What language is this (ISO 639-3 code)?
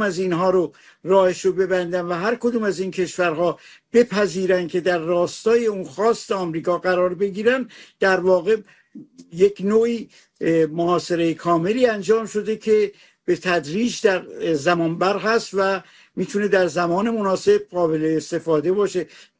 fas